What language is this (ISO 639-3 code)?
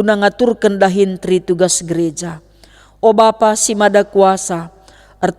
btx